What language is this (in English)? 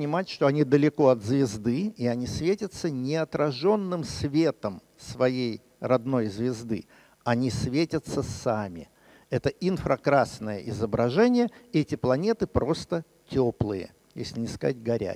Russian